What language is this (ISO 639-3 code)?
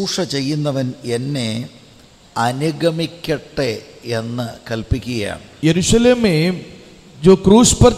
mal